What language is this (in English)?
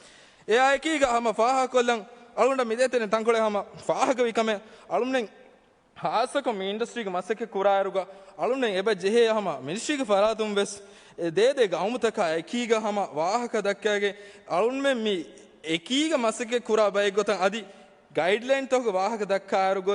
Divehi